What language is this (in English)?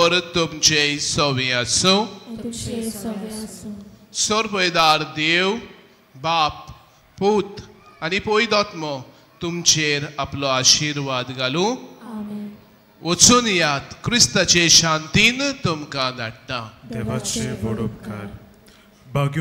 Konkani